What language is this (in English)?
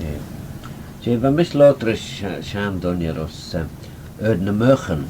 Manx